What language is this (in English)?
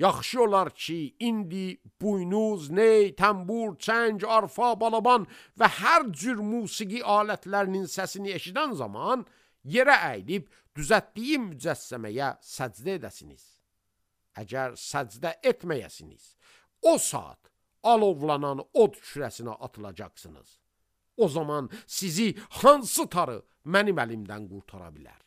Azerbaijani